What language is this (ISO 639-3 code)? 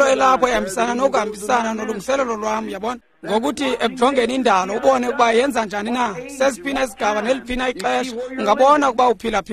xho